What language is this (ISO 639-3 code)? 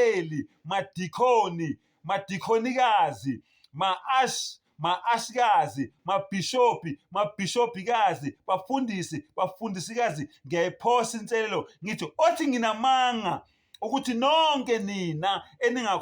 zul